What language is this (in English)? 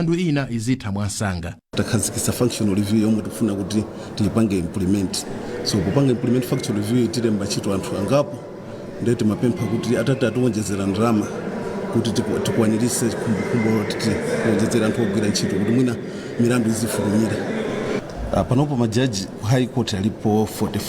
Nyanja